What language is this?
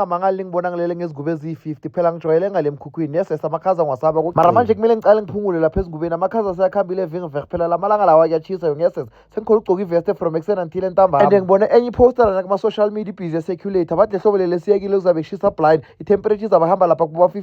Zulu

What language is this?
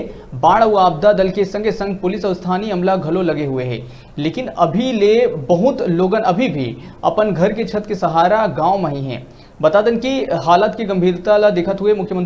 Chhattisgarhi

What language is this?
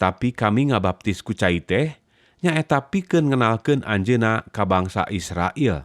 Sundanese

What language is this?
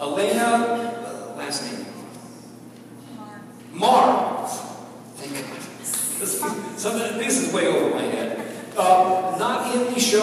English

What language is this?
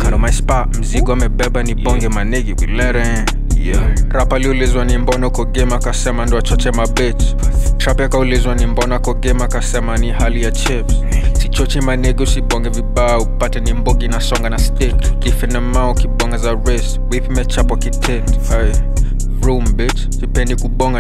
Swahili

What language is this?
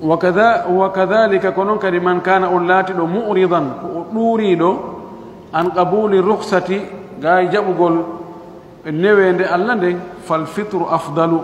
Fula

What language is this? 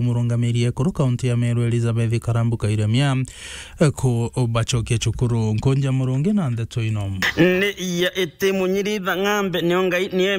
Meru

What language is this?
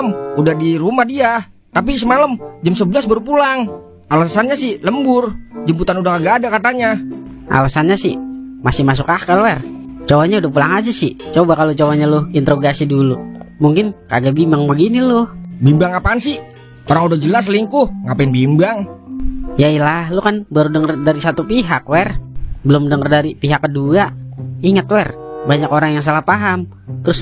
Betawi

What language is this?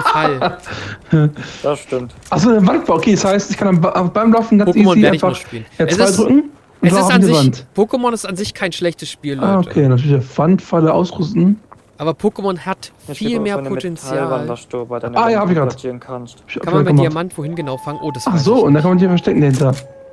German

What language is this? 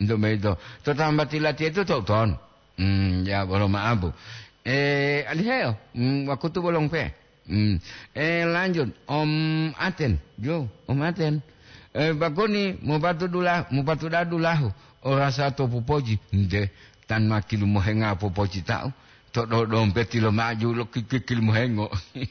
Gorontalo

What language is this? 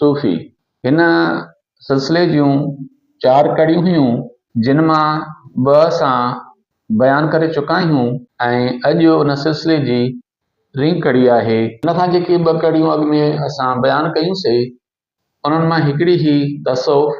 Sindhi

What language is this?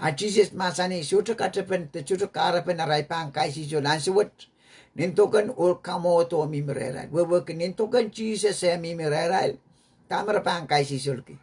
Pohnpeian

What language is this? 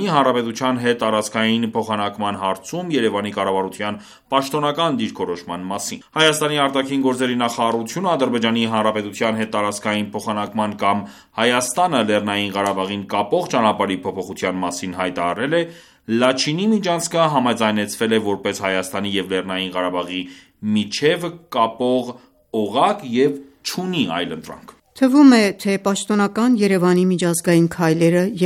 Armenian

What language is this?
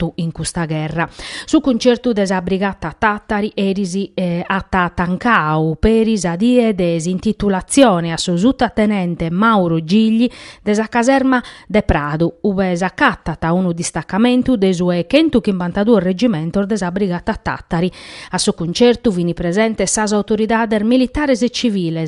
Sardinian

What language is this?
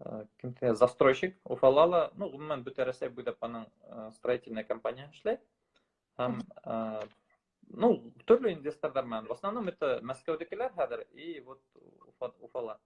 Bashkir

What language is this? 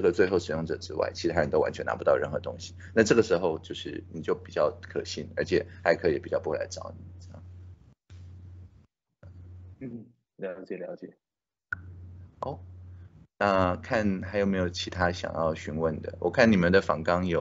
Chinese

